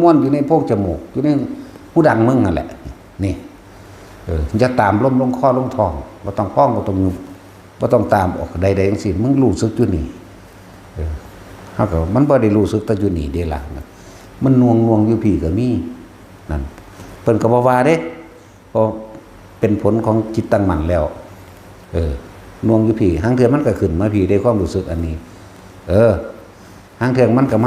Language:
Northeastern Thai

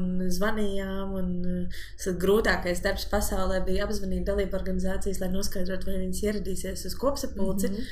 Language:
Latvian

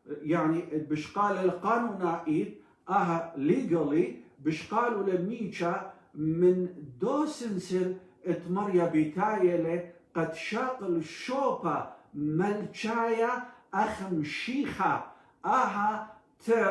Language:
Assyrian Neo-Aramaic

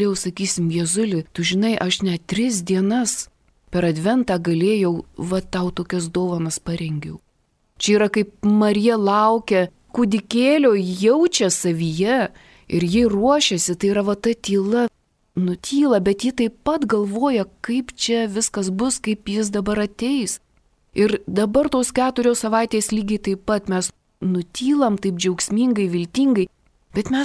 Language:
Lithuanian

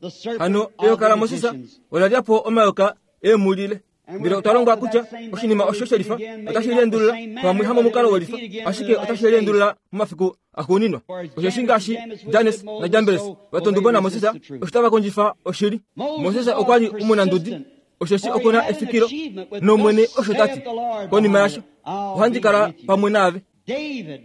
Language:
Kuanyama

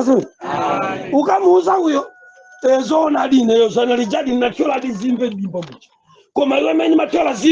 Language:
Nyanja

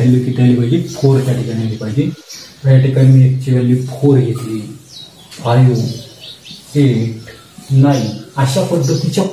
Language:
Marathi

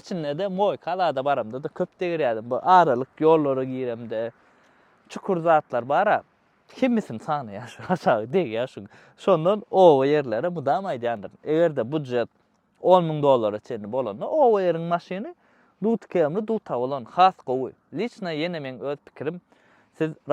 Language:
Turkmen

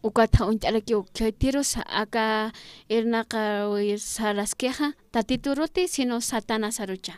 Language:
Aymara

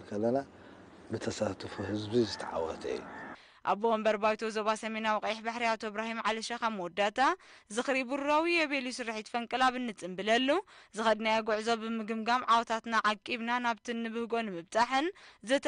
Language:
Tigrinya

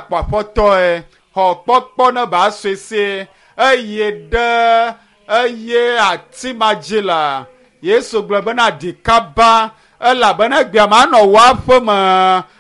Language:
Ewe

